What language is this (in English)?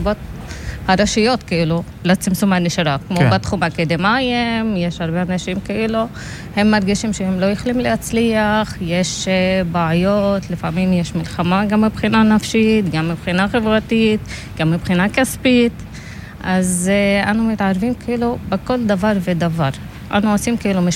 Hebrew